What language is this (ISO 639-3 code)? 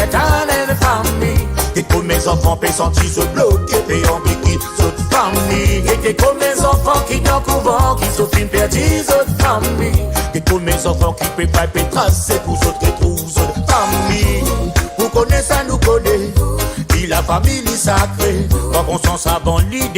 mfe